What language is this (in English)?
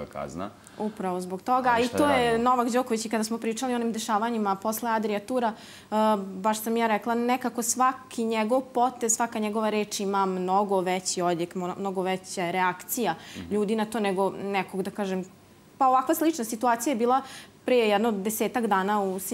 Serbian